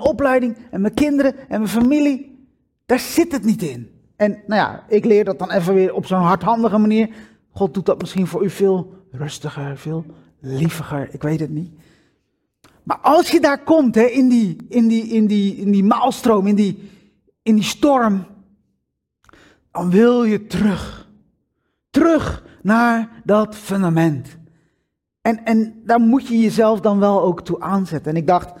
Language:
Dutch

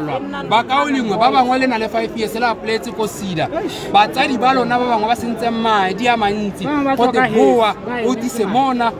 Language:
Tswana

